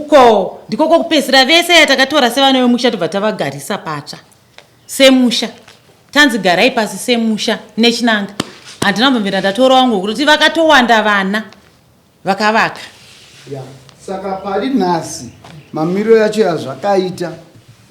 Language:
Shona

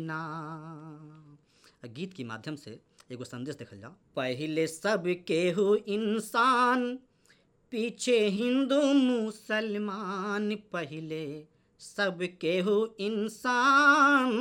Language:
Bhojpuri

